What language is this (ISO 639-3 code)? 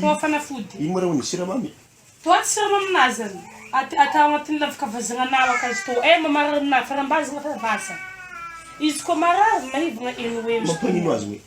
mlg